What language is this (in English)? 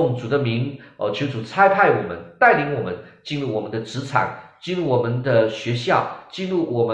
Chinese